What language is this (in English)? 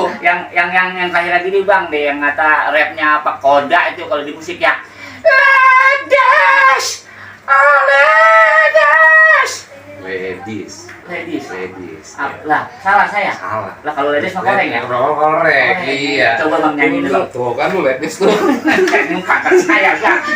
Betawi